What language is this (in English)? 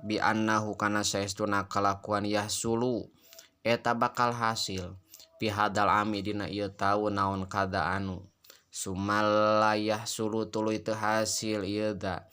Sundanese